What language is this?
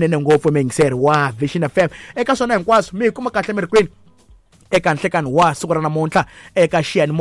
Tsonga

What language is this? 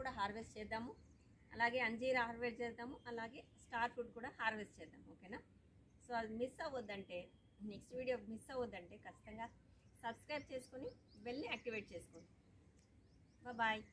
Telugu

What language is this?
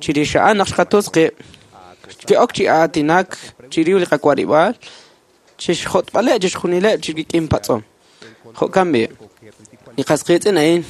Kekchí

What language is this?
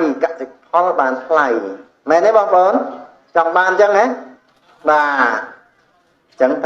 Khmer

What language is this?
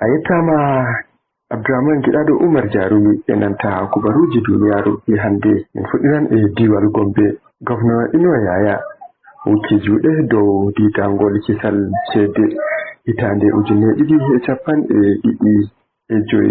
Nigerian Fulfulde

